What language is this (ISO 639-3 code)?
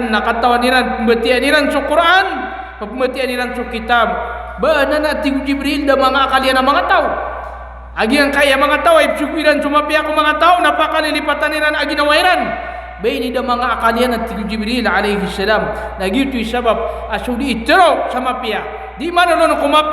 mrw